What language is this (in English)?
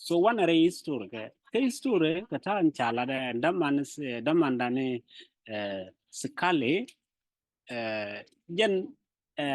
Nuer